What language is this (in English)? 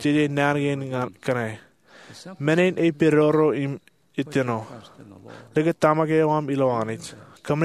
Marshallese